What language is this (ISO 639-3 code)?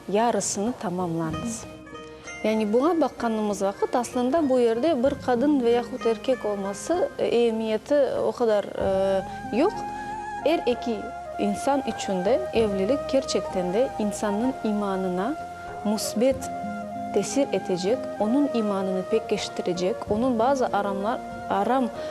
crh